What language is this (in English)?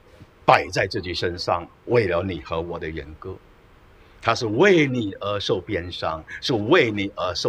Chinese